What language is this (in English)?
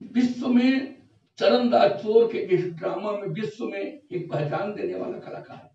Chhattisgarhi